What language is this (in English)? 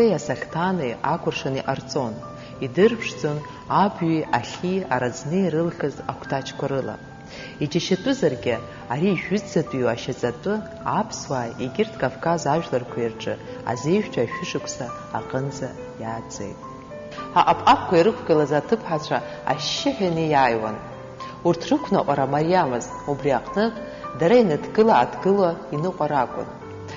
Abkhazian